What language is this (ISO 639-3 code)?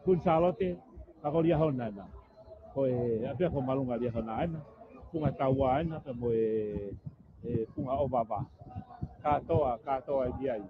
ton